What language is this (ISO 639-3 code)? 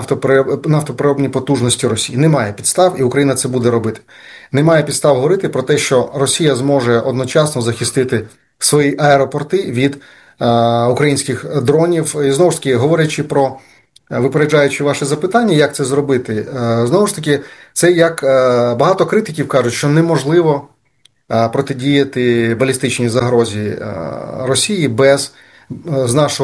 ukr